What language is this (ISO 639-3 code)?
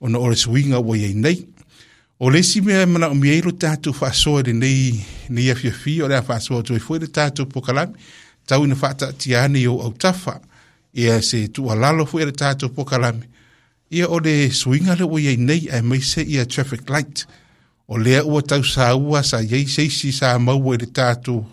smo